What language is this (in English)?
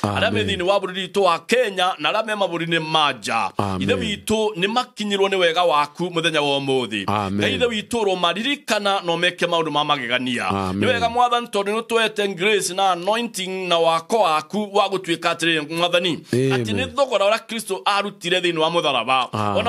Kikuyu